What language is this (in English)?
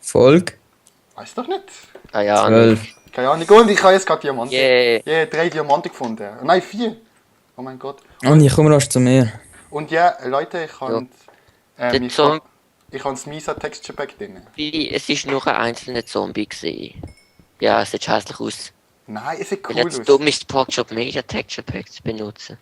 Swiss German